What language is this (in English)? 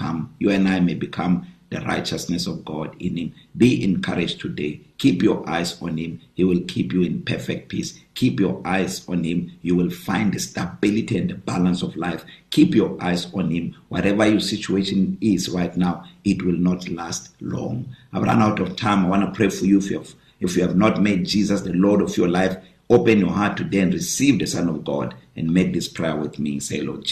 English